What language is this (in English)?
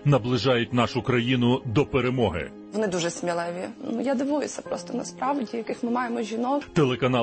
Ukrainian